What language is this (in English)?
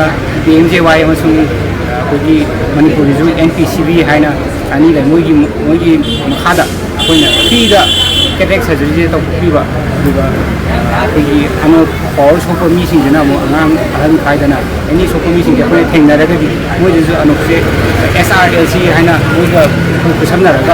Manipuri